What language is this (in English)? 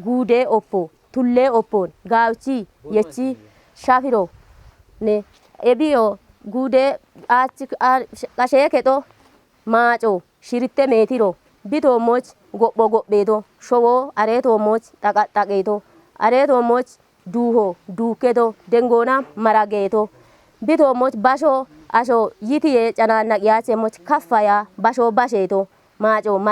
Kafa